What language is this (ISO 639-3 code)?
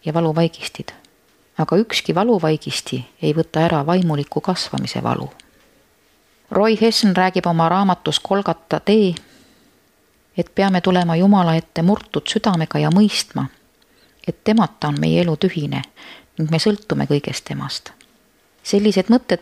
est